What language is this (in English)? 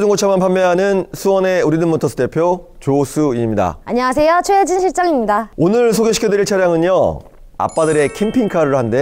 Korean